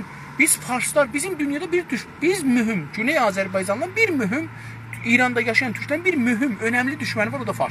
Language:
South Azerbaijani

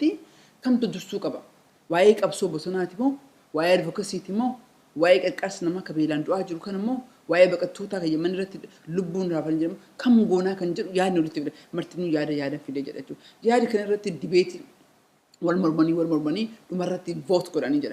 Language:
Oromo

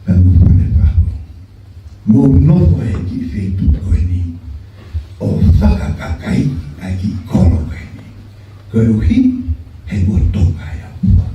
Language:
Tongan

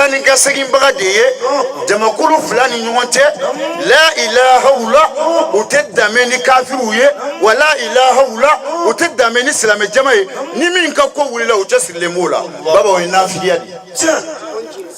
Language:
Bambara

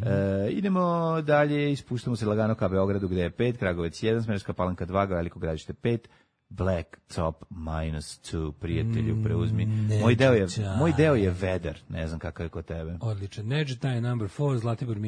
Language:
Serbian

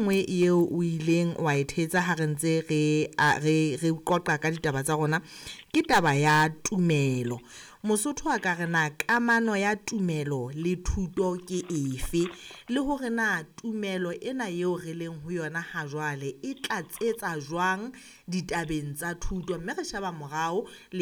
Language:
Southern Sotho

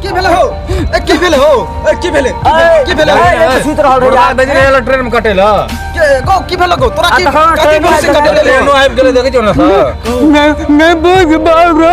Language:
Maithili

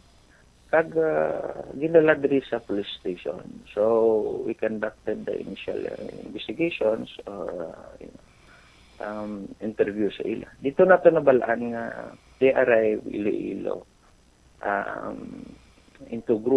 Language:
Hiligaynon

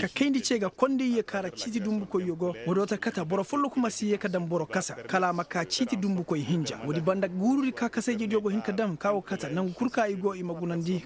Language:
Koyraboro Senni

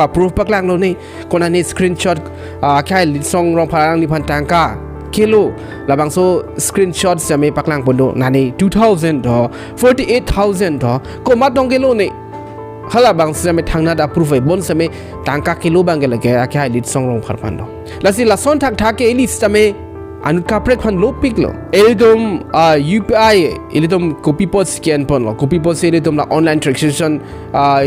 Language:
Karbi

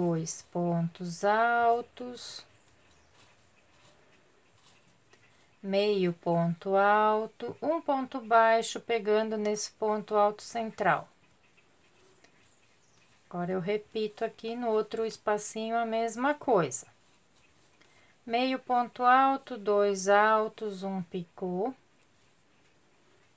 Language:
Portuguese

